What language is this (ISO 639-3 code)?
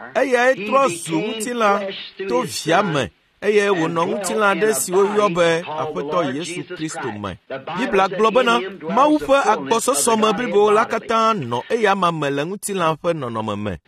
ewe